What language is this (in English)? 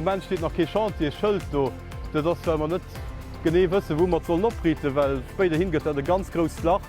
Luxembourgish